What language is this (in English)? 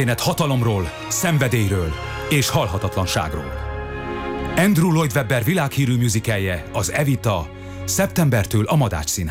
Hungarian